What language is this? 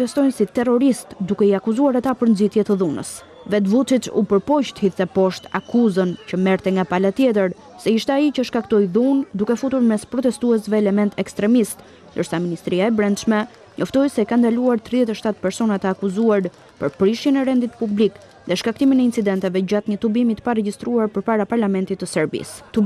Albanian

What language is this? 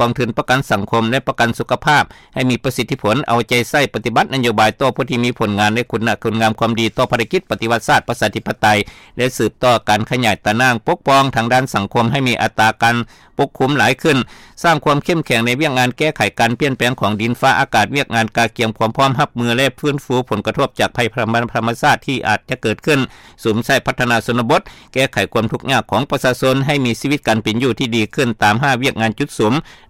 Lao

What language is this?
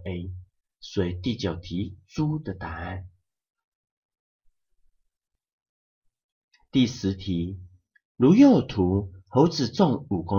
Chinese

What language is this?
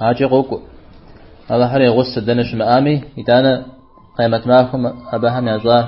Kabardian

